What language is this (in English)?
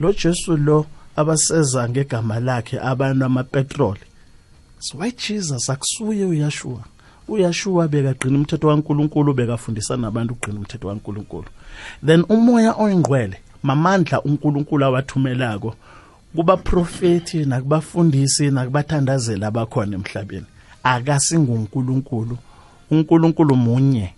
South Ndebele